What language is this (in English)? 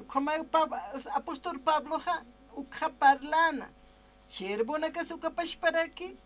Aymara